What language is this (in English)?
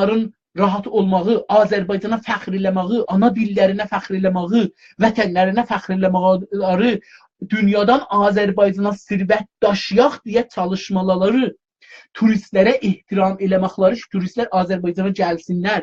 South Azerbaijani